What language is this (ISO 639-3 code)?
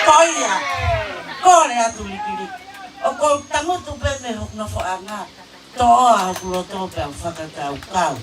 ton